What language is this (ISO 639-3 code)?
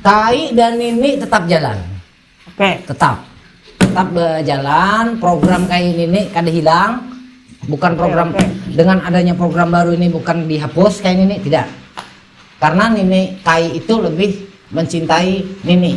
bjn